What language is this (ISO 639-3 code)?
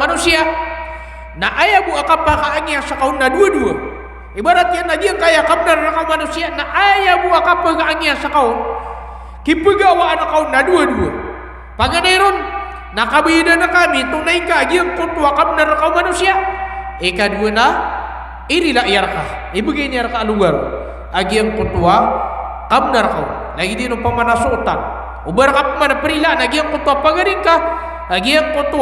mrw